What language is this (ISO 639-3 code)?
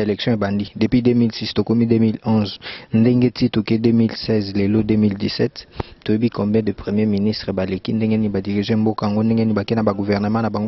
lin